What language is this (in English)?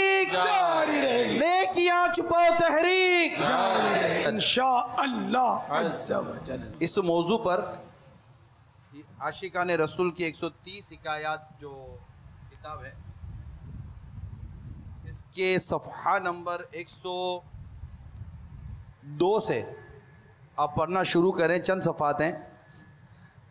Urdu